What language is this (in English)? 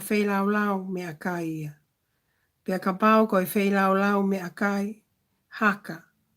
Tongan